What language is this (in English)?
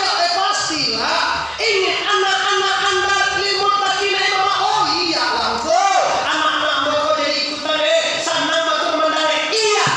Minangkabau